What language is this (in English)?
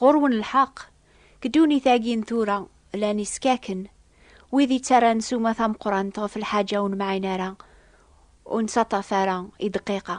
Kabyle